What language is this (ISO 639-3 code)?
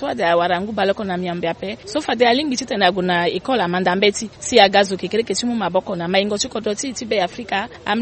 sag